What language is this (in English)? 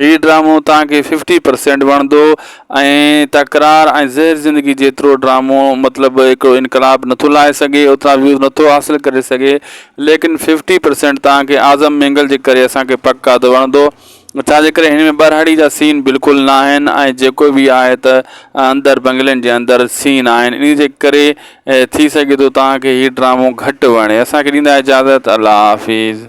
Sindhi